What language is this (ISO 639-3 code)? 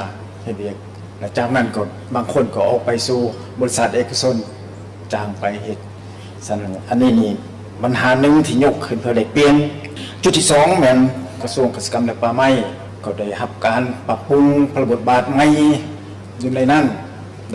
lao